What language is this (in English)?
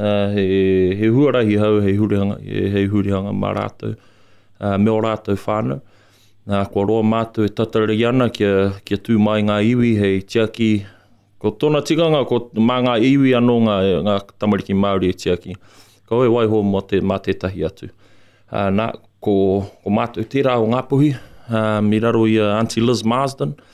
Māori